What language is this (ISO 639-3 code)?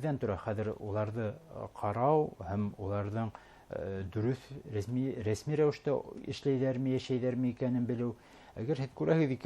bak